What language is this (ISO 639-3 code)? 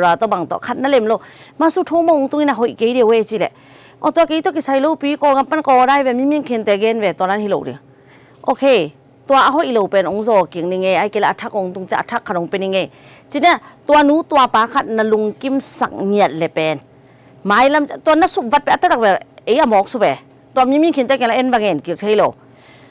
ctd